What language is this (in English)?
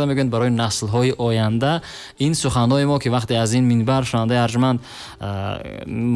Tajik